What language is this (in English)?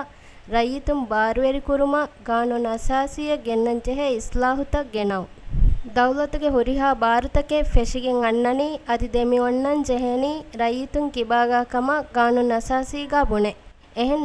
Divehi